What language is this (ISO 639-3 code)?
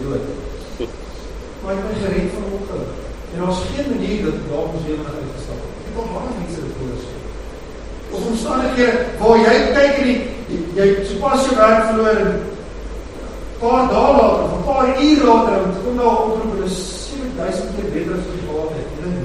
afr